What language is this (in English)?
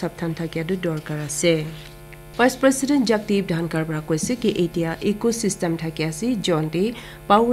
Naga Pidgin